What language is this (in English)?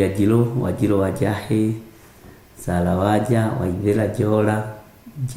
Kikuyu